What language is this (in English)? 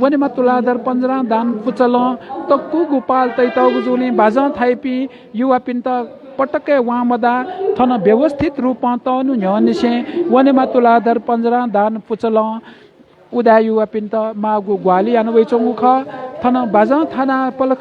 Newari